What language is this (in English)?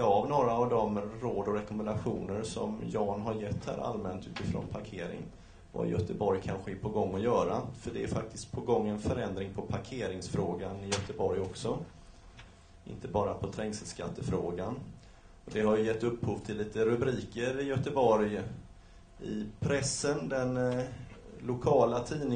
Swedish